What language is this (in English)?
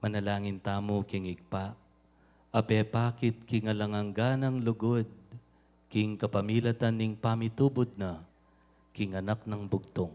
Pampanga